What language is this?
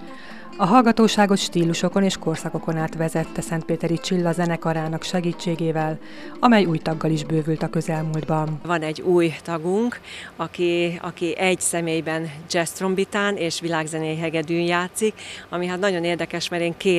Hungarian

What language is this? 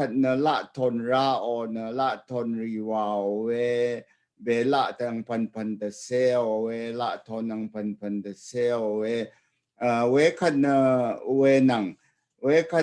Rawang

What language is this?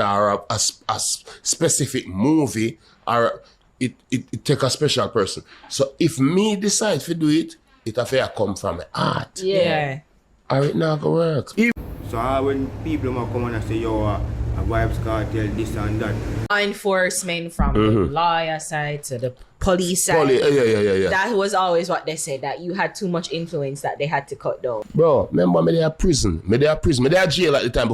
Jamaican Creole English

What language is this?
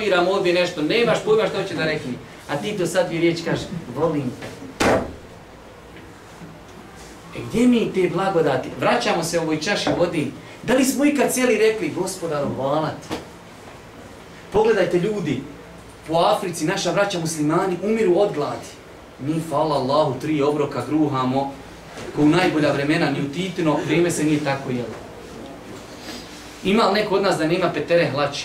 Bosnian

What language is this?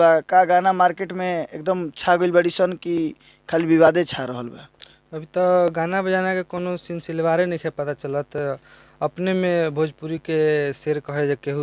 Bhojpuri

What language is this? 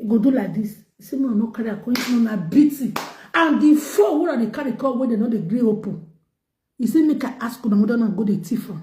Nigerian Pidgin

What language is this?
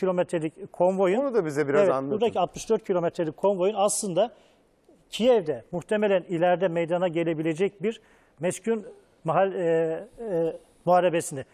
Turkish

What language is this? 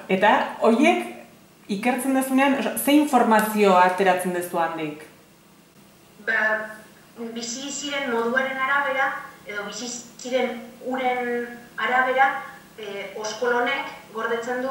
Basque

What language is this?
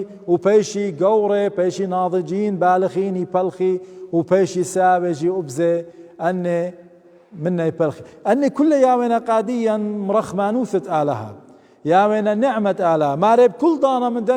Assyrian Neo-Aramaic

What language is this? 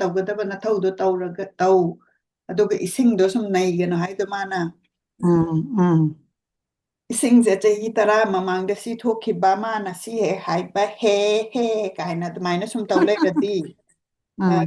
Manipuri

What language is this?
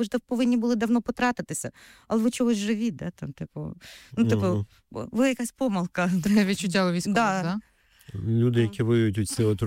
Ukrainian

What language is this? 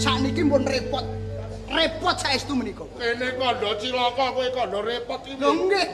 Javanese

